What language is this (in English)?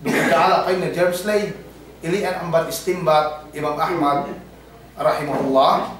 Yakan